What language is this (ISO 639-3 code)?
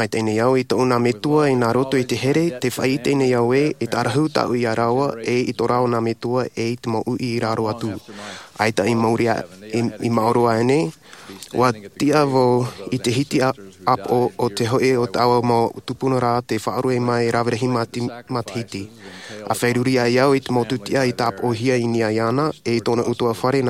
tah